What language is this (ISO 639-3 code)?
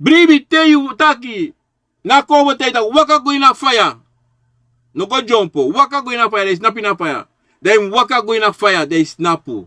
srn